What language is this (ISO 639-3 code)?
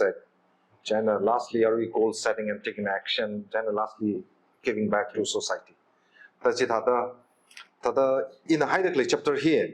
nmf